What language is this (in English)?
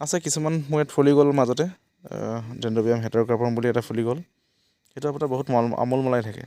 Assamese